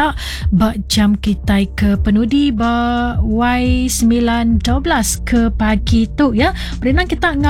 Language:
Iban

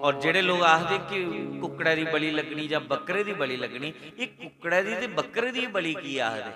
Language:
Dogri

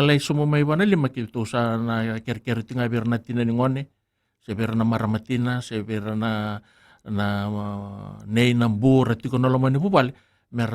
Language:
Fijian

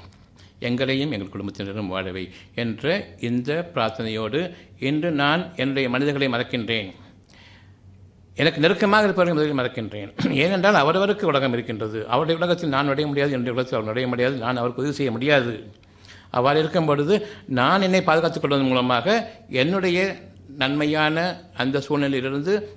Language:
Tamil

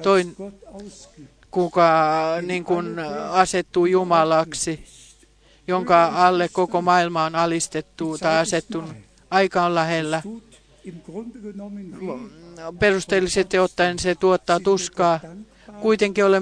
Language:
Finnish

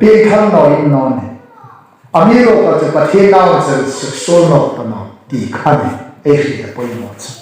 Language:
Hmar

